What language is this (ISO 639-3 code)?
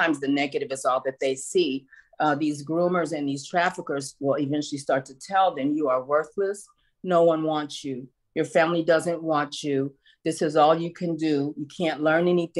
eng